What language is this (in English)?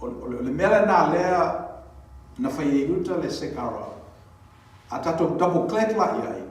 Samoan